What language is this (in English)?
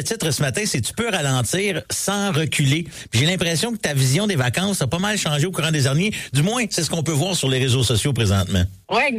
French